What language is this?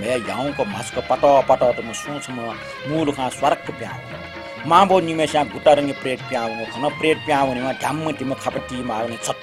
Newari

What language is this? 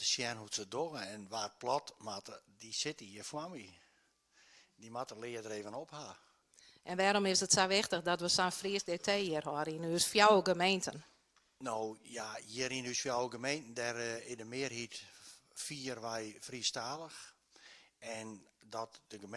Western Frisian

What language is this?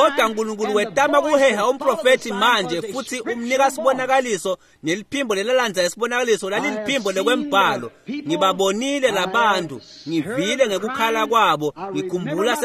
Swati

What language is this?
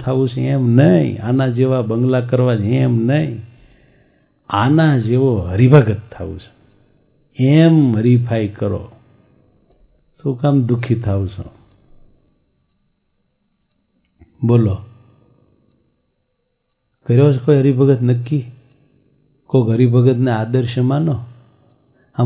Gujarati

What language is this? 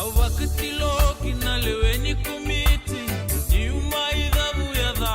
Fijian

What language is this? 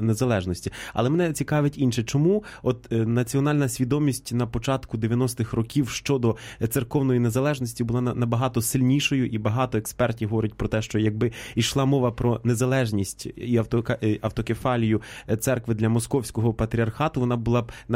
Ukrainian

